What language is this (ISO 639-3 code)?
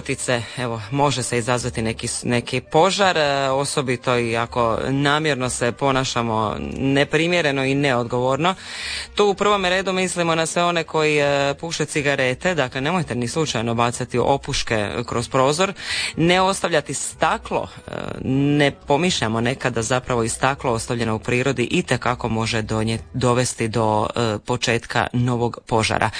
hrv